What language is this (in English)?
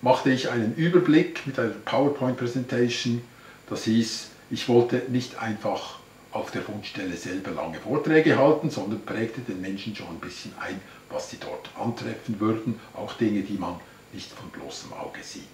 Swiss German